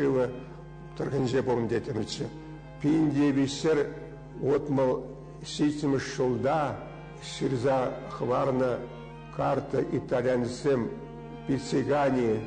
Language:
Chuvash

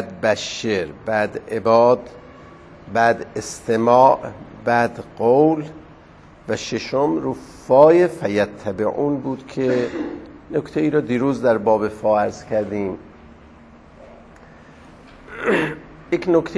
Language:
Persian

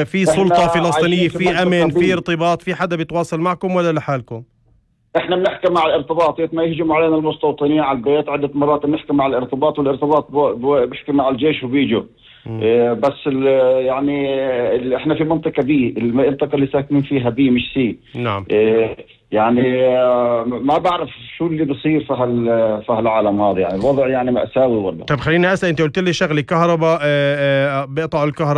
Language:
North Levantine Arabic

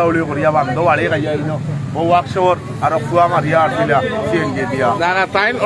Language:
Sylheti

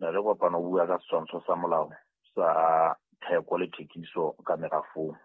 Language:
Southern Sotho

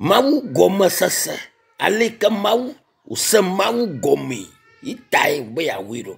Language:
Ewe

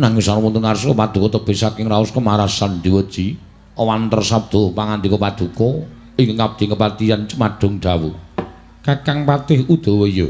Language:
Javanese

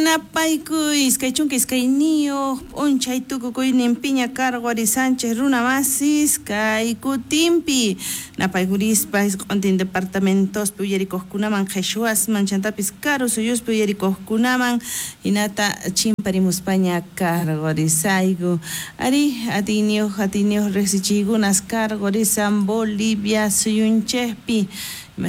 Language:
South Bolivian Quechua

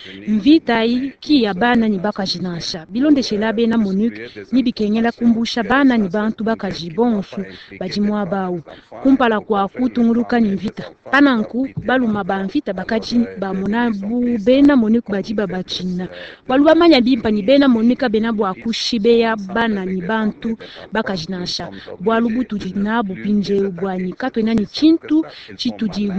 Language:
Luba-Lulua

